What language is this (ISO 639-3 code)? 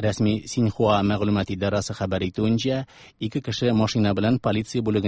tat